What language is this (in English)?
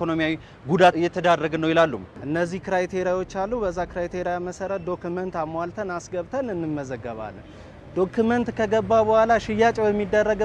Amharic